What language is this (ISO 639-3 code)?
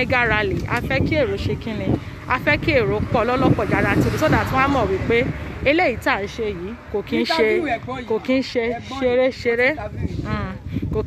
yor